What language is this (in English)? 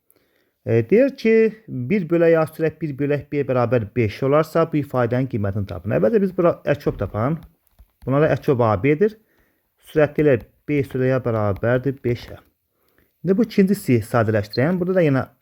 Azerbaijani